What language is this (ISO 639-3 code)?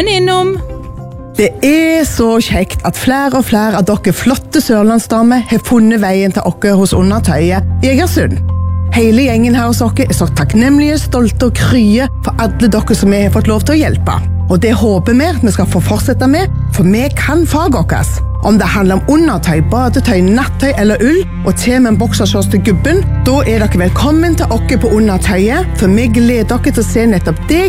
nor